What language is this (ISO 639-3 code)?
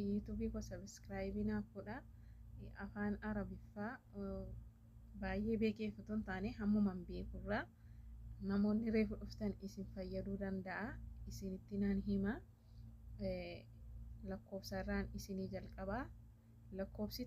orm